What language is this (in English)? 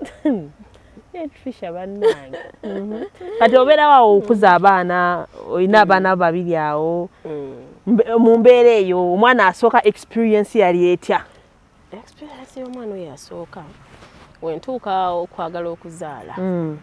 Ganda